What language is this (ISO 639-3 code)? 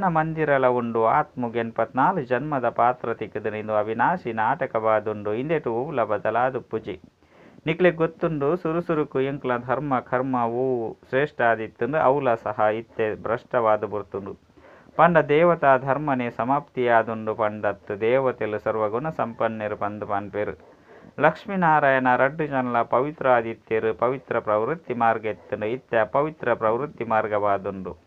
tcy